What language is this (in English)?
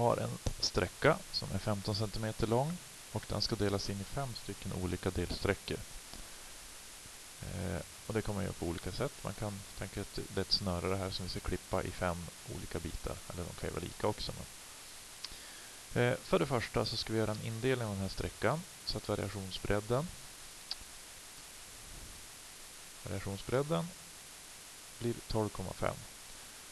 Swedish